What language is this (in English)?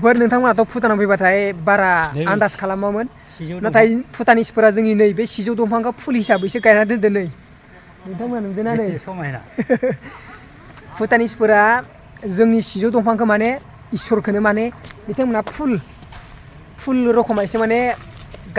Bodo